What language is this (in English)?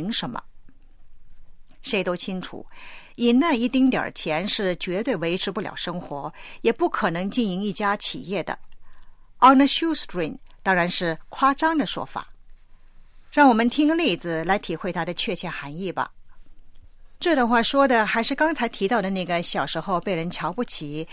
Chinese